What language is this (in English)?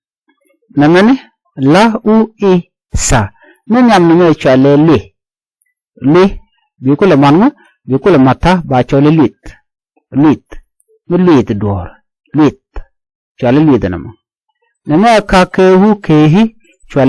Nuer